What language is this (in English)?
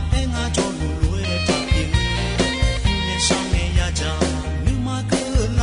Akha